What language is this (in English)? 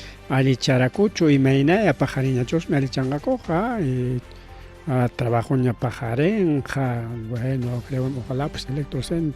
Ayacucho Quechua